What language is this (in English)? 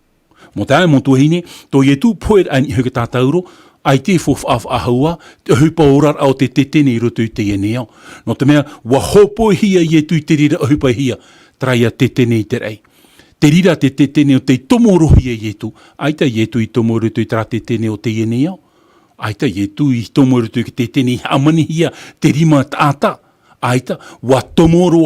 Tahitian